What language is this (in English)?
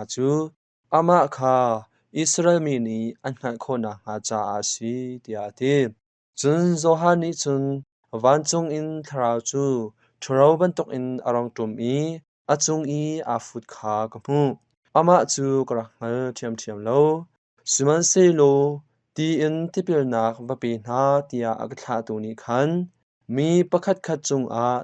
Hakha Chin